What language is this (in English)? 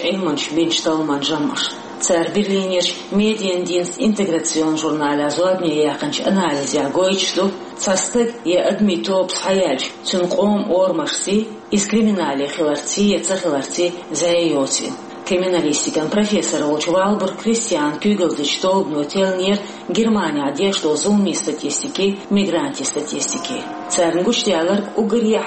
Chechen